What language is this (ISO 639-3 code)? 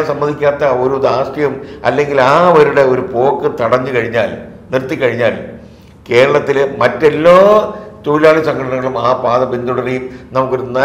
mal